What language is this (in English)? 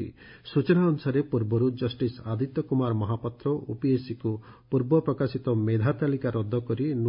Odia